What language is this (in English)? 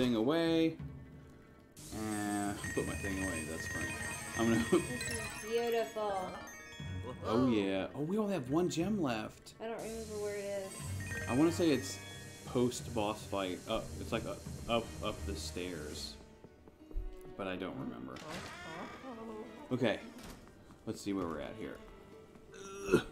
English